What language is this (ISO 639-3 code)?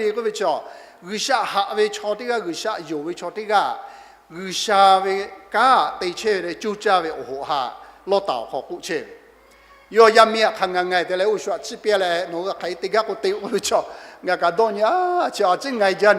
lhu